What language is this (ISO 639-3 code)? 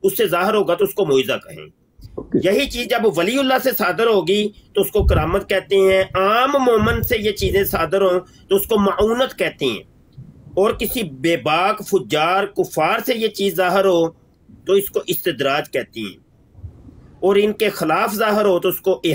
urd